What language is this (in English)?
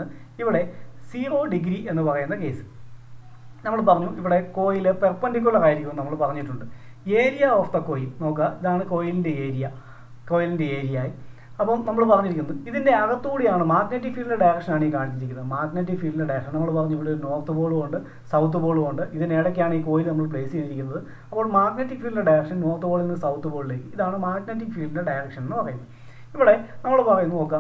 Malayalam